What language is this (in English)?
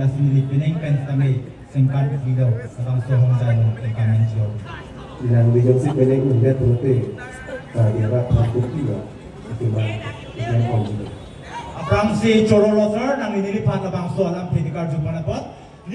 Karbi